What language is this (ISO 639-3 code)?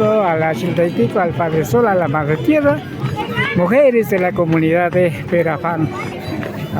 qvi